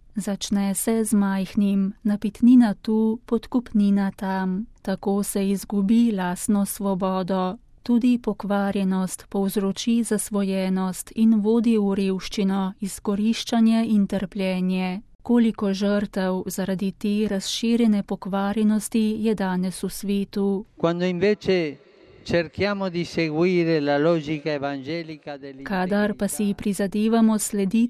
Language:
Slovenian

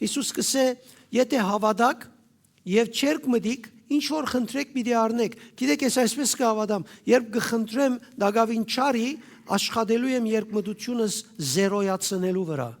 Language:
Western Armenian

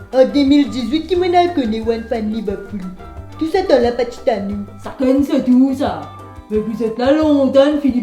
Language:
Morisyen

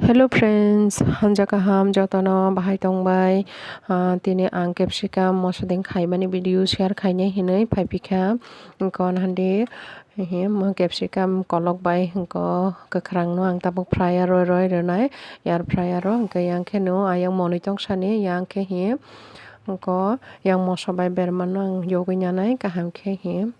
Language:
Kok Borok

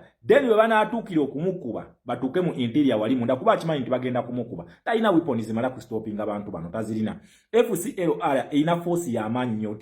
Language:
Ganda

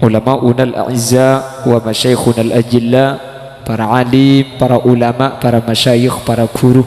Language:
Madurese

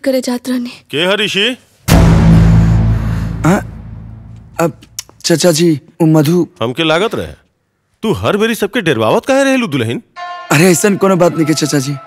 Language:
Bhojpuri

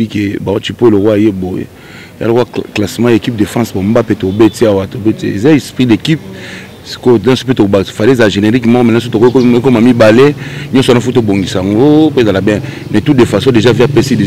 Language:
Lingala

